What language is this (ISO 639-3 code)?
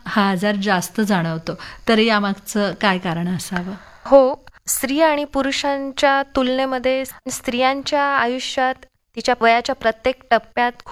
mar